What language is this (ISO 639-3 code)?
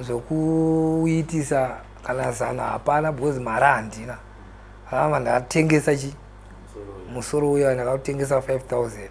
sna